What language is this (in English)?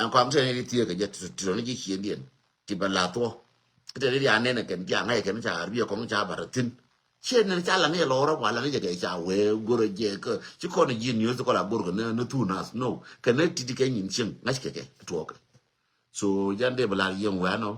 Nuer